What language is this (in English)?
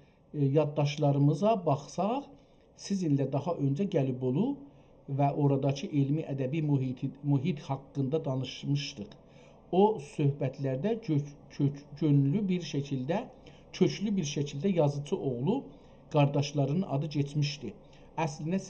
South Azerbaijani